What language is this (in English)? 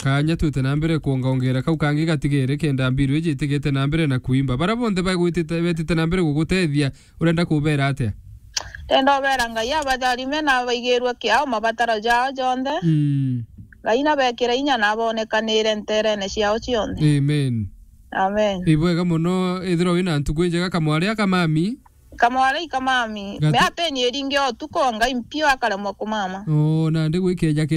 Meru